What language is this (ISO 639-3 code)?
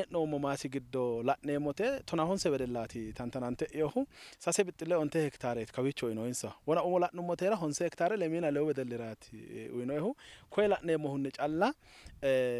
sid